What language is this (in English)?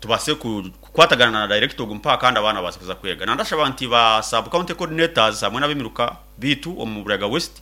Nyankole